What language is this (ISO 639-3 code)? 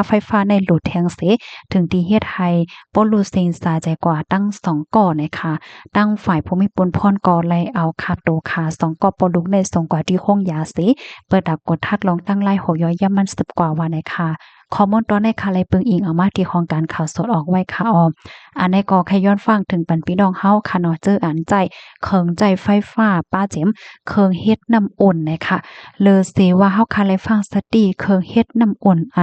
shn